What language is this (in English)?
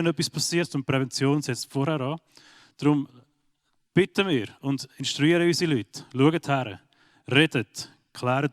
Swiss German